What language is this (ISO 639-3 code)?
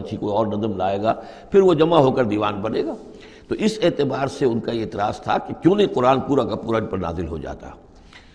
urd